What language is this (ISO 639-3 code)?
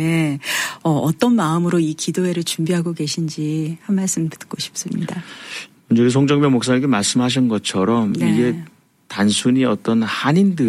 kor